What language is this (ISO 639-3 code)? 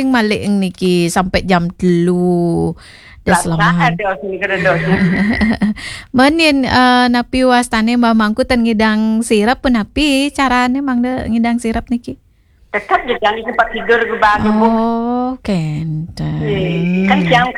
ban